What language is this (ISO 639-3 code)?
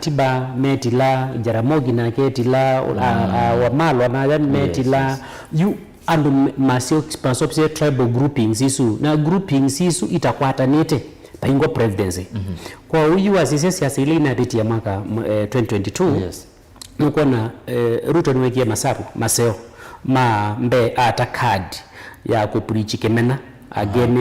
kam